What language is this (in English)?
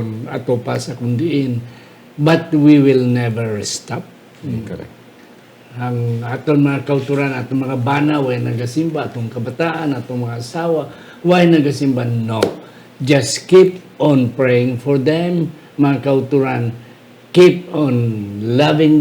Hiligaynon